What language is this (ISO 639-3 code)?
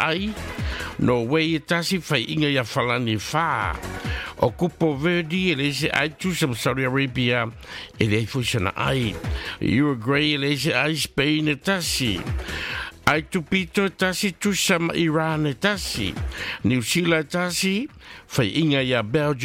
smo